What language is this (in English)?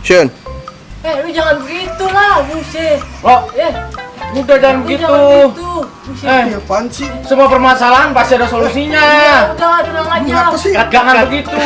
Betawi